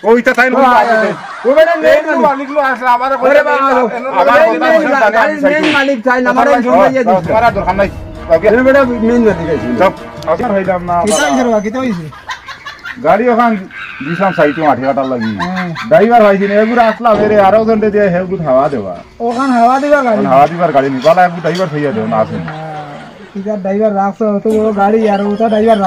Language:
Sylheti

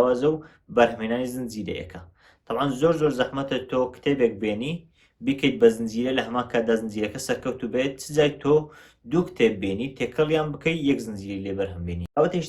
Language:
Central Kurdish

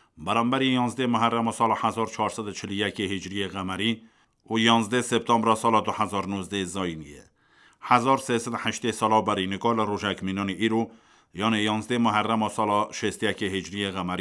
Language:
Kurdish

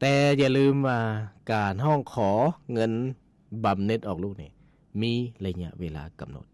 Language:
Lao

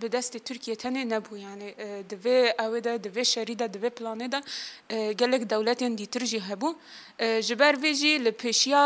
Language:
Kurdish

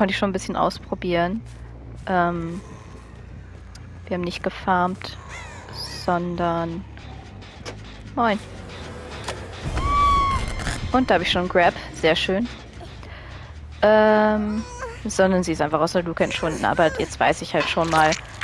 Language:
German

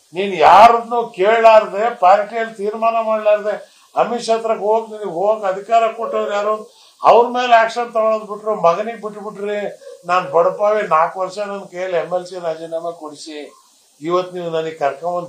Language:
Kannada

